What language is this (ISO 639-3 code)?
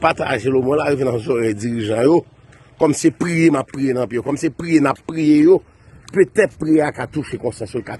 hat